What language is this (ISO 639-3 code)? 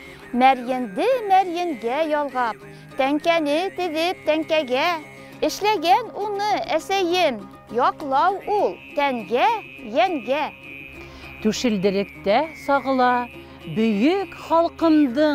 bak